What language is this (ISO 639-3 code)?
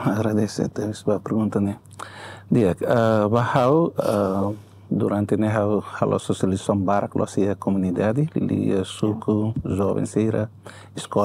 tet